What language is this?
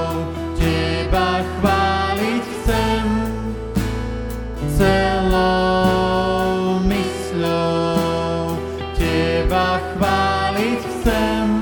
Slovak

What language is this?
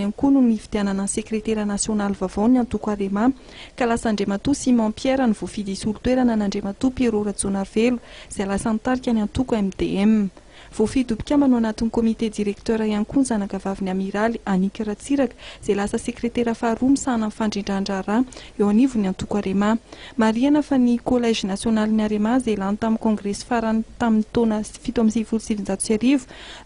Malagasy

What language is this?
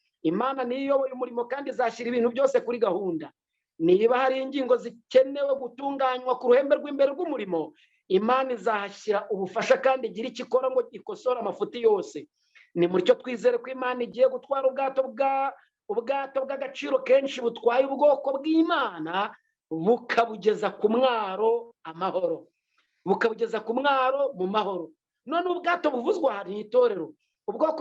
Kinyarwanda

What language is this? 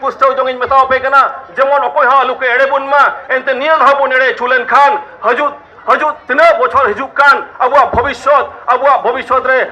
Santali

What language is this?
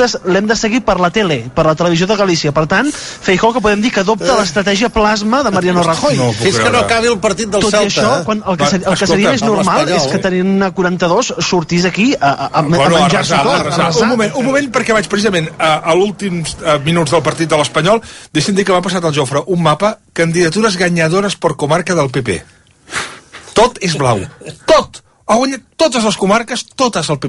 Catalan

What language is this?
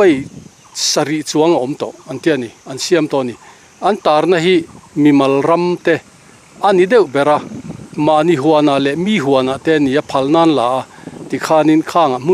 Mizo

